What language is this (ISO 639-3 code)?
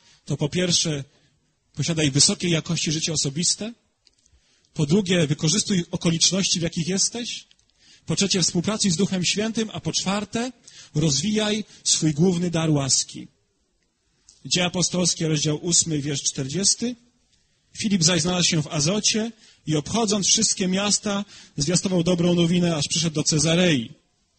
pol